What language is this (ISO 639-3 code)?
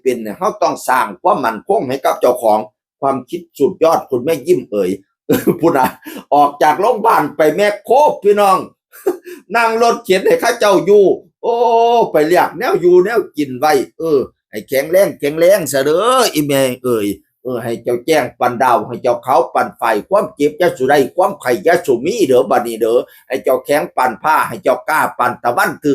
tts